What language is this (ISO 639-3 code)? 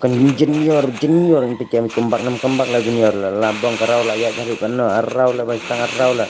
kha